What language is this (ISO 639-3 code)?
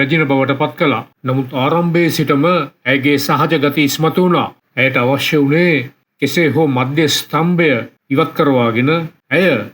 sin